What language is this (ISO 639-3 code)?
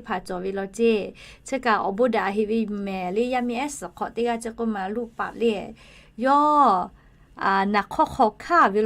lhu